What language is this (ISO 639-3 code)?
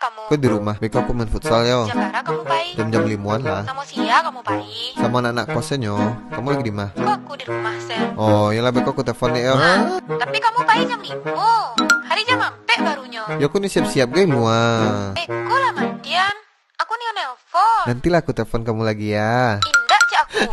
min